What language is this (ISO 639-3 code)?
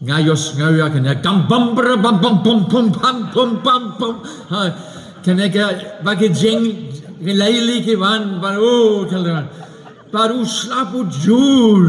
kha